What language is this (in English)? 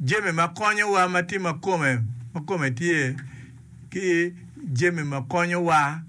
Acoli